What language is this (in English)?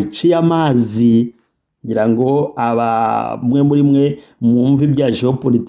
Kinyarwanda